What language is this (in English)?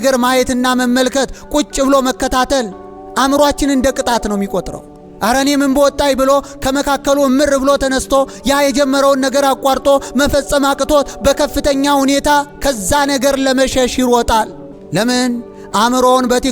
Amharic